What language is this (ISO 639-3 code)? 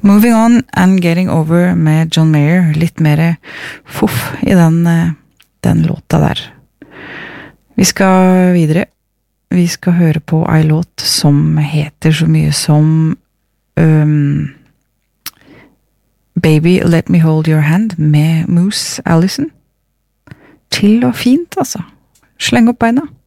nor